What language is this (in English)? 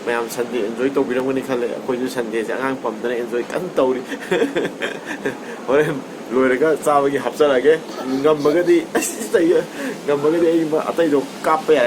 Manipuri